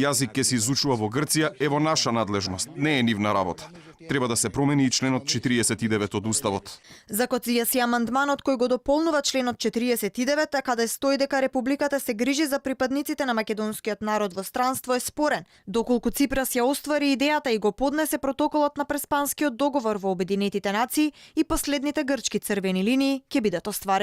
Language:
Macedonian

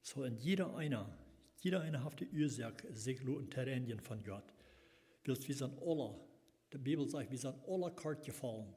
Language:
Plautdietsch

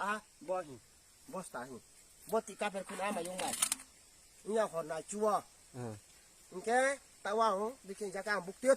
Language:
Riang (India)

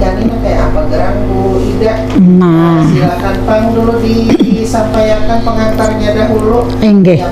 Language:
Banjar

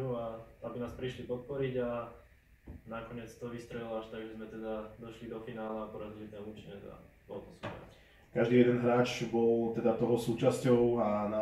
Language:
Slovak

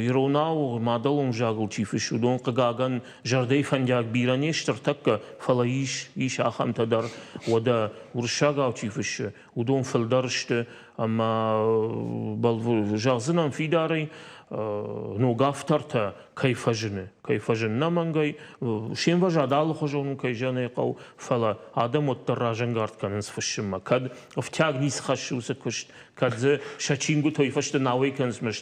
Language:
Ossetic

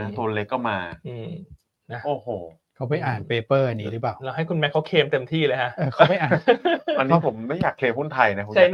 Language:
Thai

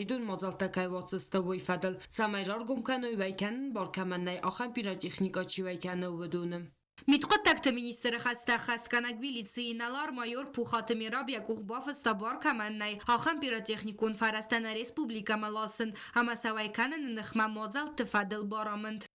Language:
Ossetic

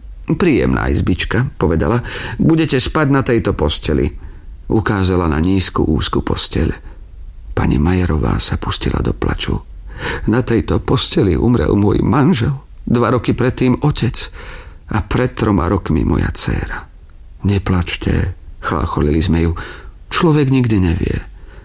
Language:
Slovak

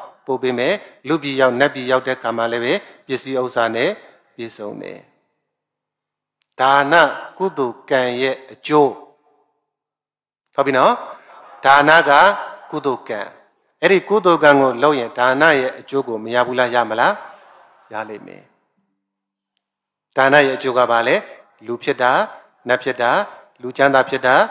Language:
Burmese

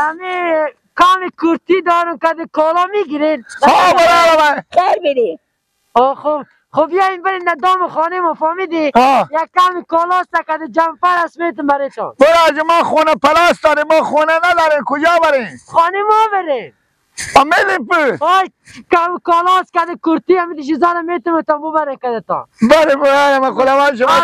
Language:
Persian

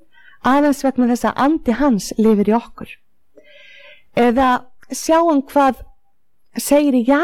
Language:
Icelandic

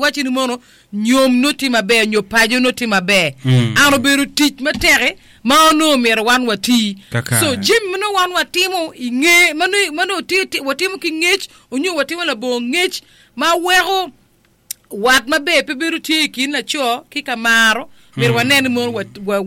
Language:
Acoli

